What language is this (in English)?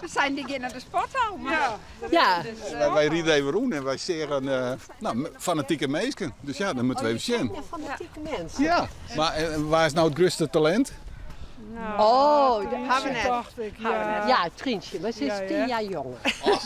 Western Frisian